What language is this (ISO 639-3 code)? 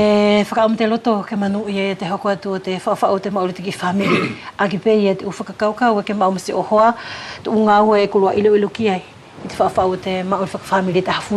wls